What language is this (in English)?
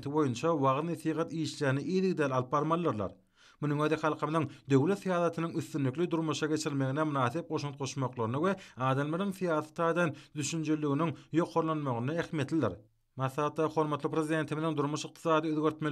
Turkmen